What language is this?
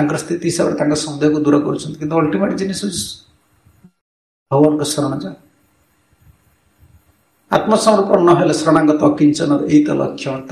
Odia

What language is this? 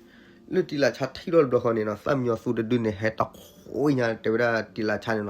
S'gaw Karen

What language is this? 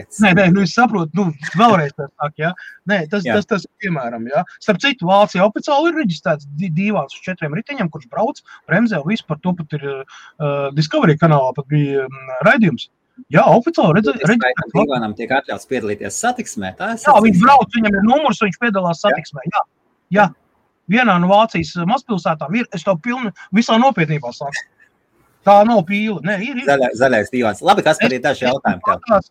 Latvian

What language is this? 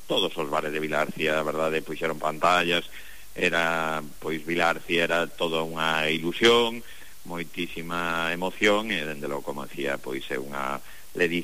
Galician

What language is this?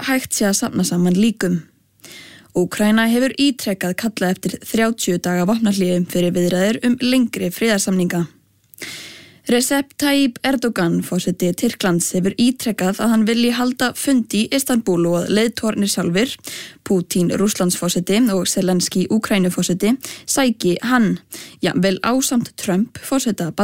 Icelandic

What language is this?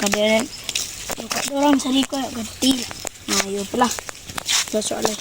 Minangkabau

